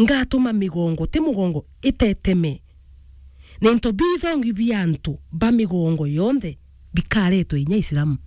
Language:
Meru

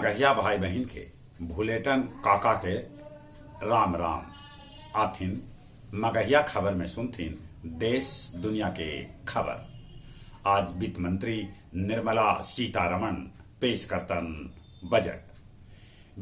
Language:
Magahi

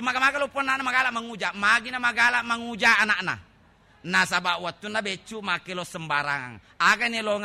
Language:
Buginese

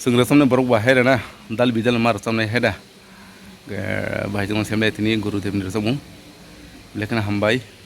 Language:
Kok Borok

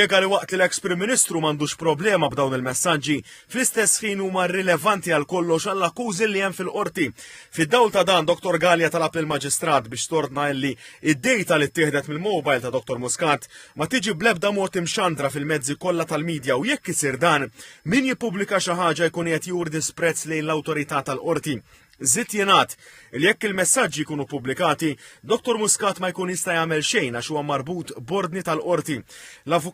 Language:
Maltese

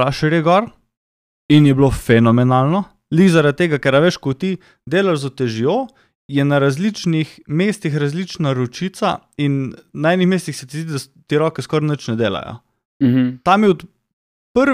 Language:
Slovenian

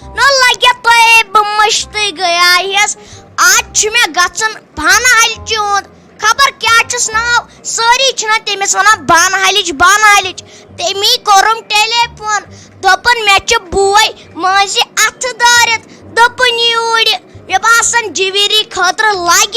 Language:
Kashmiri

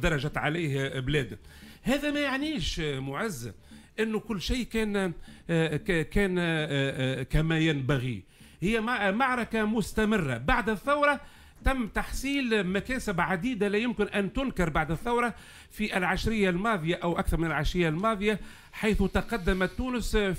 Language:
Tunisian Arabic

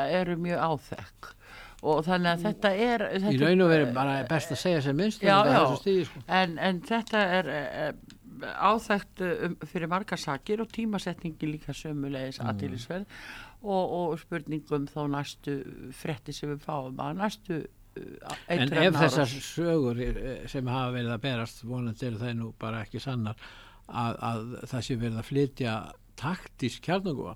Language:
Icelandic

